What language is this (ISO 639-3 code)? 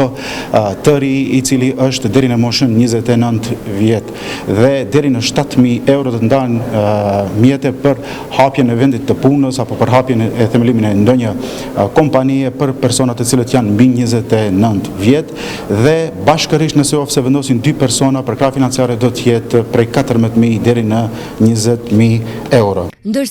sqi